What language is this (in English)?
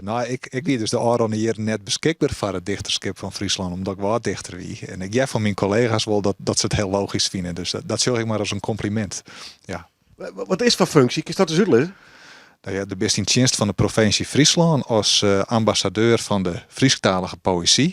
Western Frisian